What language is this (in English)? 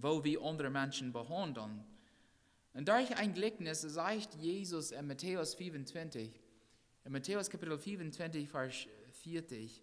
Plautdietsch